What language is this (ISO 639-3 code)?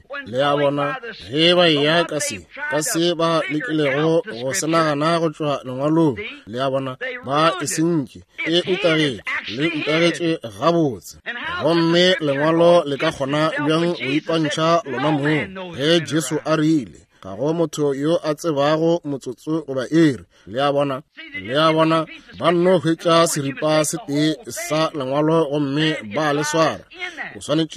nso